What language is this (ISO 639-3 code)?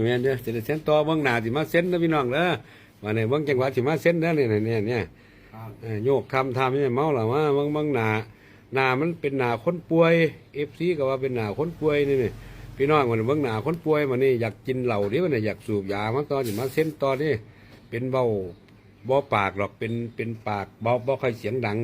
tts